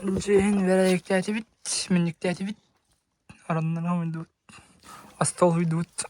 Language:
Yakut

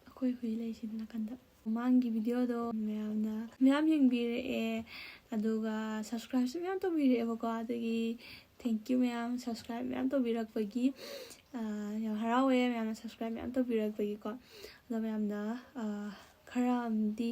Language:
Manipuri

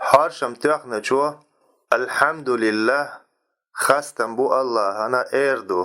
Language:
Chechen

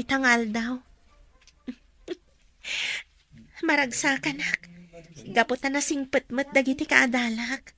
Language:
Iloko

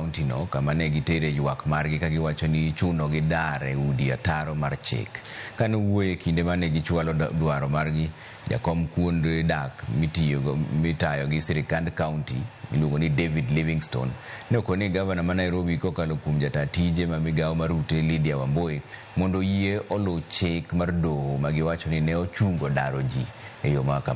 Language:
Luo (Kenya and Tanzania)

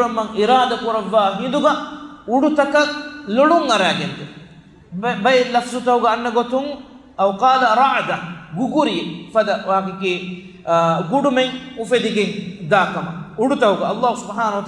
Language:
Divehi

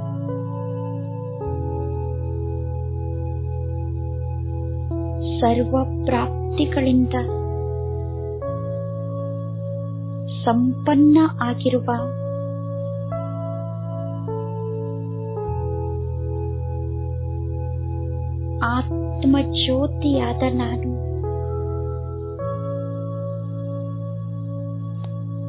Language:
Kannada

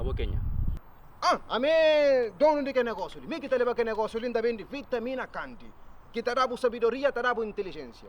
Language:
Kabuverdianu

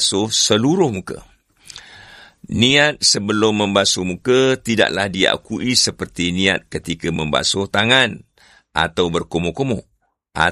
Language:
Malay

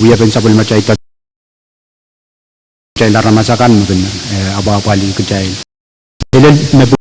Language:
Pohnpeian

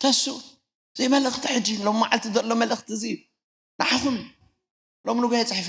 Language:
Tigrinya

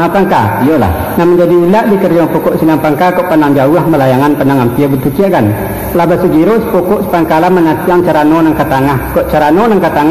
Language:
Minangkabau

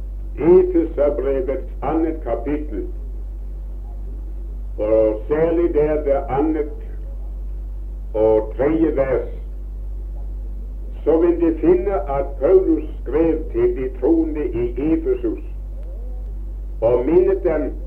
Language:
Norwegian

